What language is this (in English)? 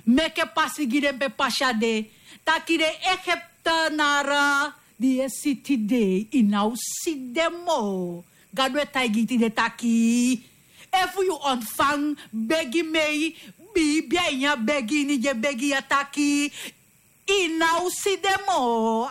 Sranan Tongo